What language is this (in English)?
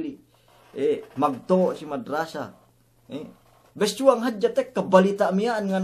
Yakan